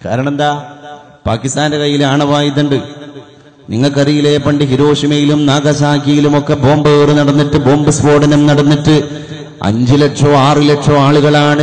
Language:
Malayalam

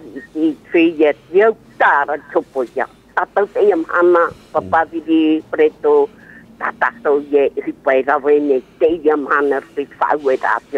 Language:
Tahitian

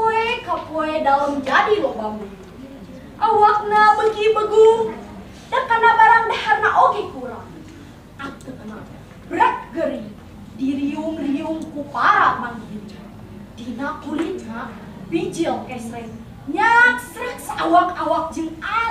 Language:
Sundanese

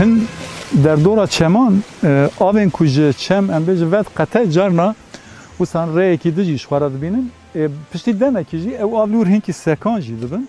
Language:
Kurdish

